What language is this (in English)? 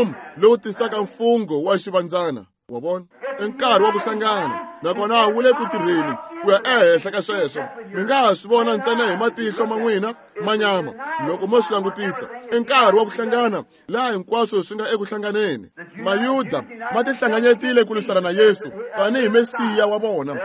Tsonga